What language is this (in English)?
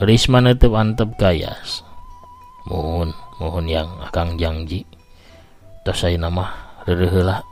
Sundanese